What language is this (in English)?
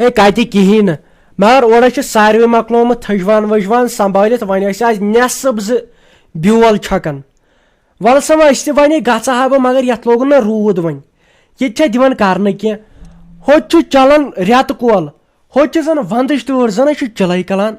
Kashmiri